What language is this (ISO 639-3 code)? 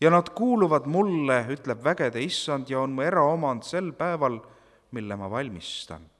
est